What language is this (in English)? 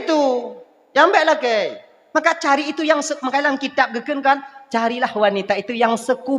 Achinese